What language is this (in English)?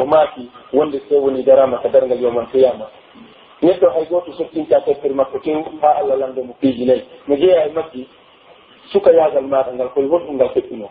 Pular